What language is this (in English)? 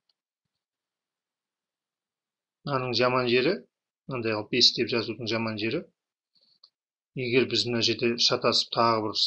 Kazakh